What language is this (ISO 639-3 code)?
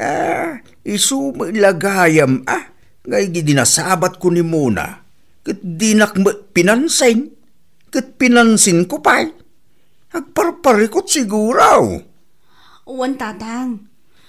ilo